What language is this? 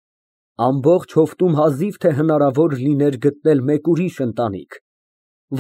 Armenian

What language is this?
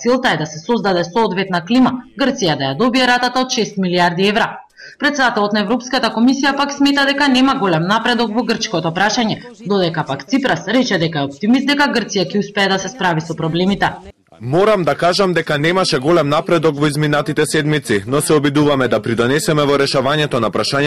Macedonian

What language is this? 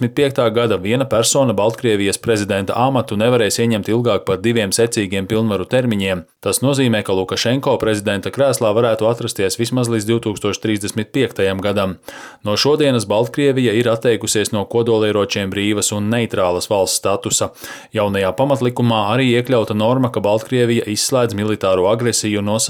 Latvian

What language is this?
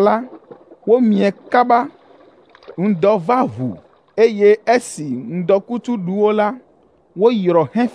Ewe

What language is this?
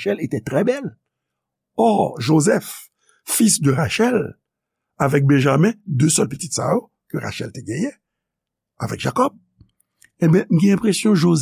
Haitian Creole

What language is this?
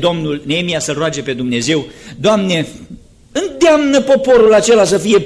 Romanian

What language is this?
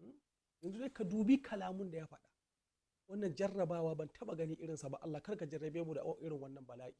Hausa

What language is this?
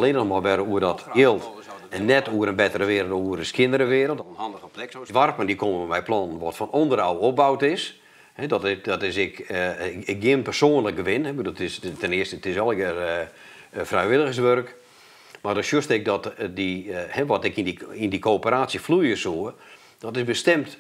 Western Frisian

